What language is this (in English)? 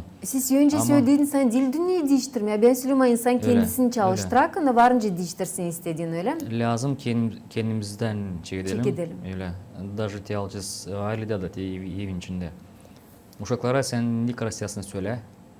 Gagauz